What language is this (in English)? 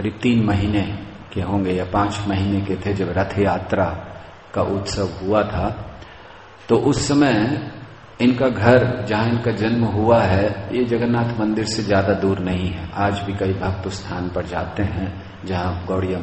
Hindi